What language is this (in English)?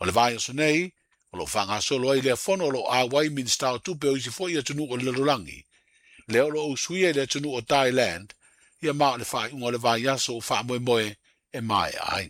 Samoan